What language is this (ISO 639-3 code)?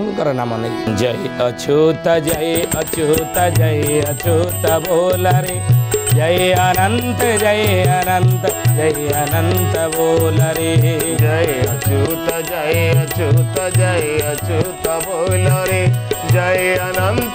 ori